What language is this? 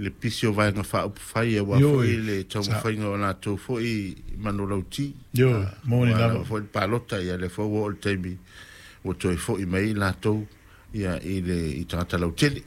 Samoan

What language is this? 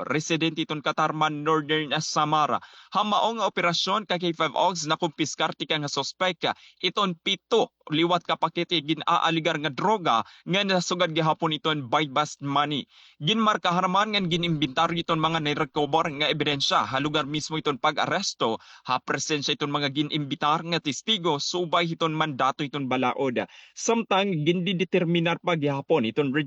Waray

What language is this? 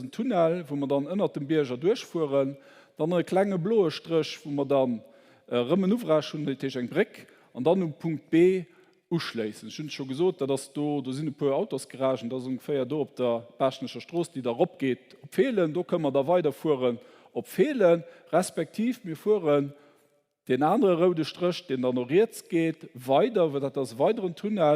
Luxembourgish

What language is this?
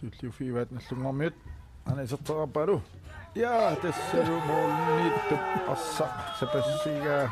Kalaallisut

